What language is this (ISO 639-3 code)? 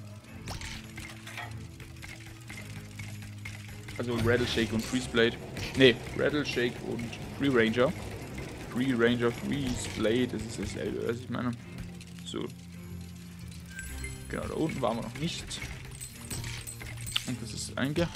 deu